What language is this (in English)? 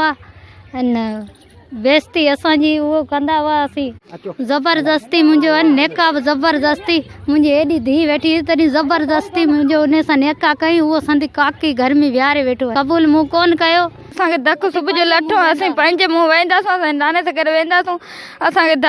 Sindhi